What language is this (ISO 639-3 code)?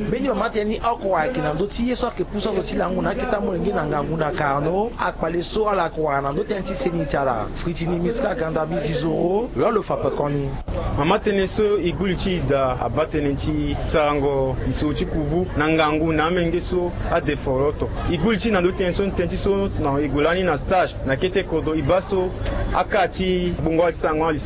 sag